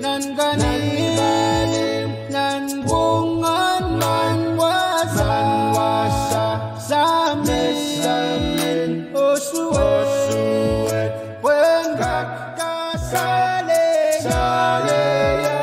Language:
Pohnpeian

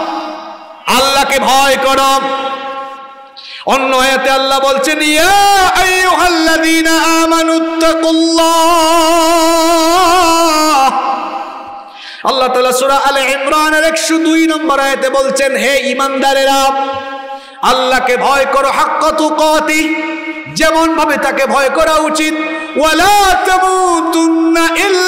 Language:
Bangla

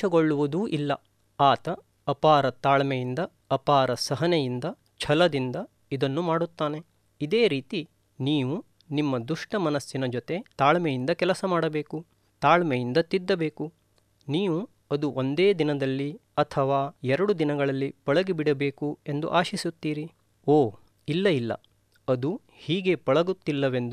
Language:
Kannada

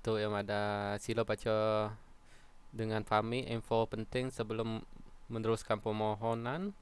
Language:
Iban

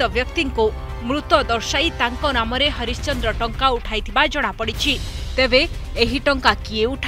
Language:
Odia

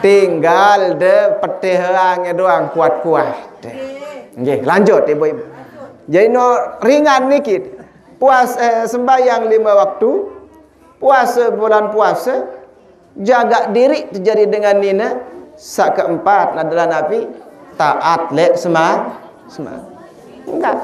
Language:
Sasak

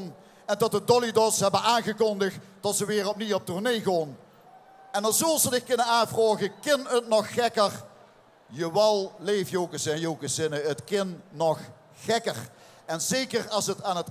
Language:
Limburgish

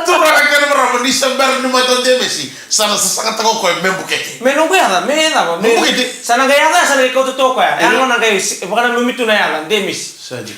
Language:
Fijian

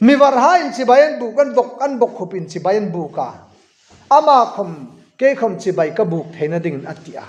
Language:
Hmar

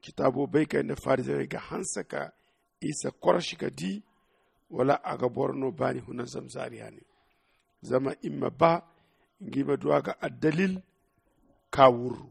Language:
Zarma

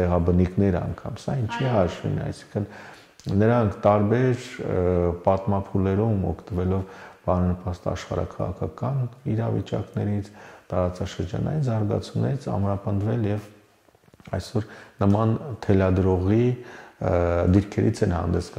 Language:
Armenian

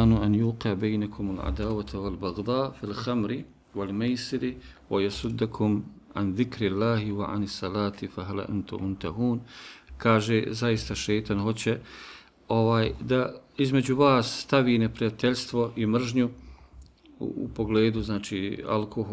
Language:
Bosnian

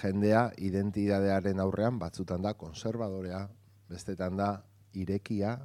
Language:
Basque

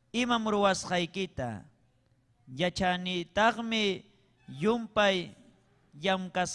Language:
Ayacucho Quechua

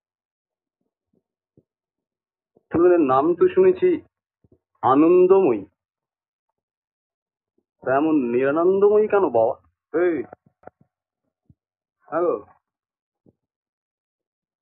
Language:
Bangla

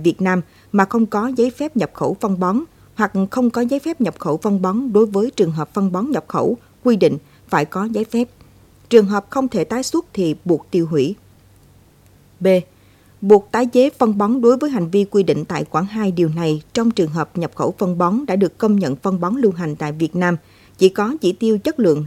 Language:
Vietnamese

